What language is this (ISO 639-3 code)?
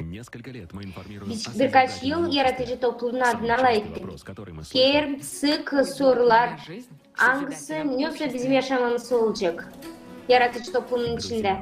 gag